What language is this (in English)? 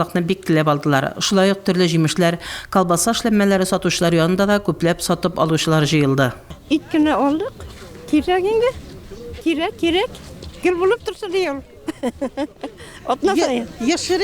Tatar